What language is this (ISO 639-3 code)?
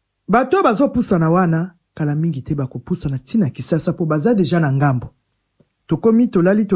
lin